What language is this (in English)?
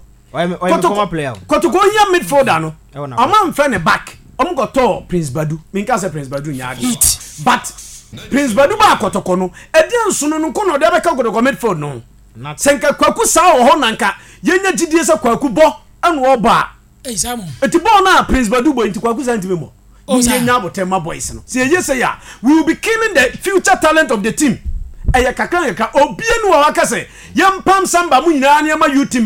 Akan